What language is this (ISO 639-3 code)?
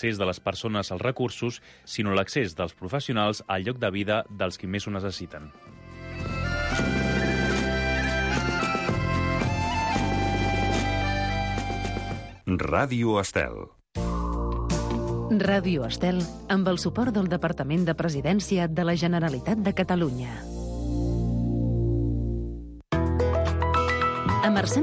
cat